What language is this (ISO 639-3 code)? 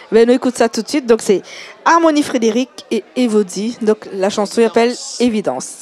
rcf